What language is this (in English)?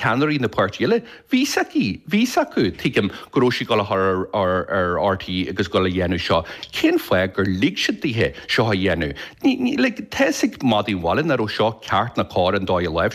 Irish